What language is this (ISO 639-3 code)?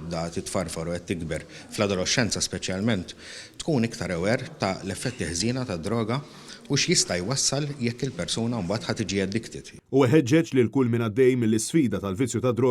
mlt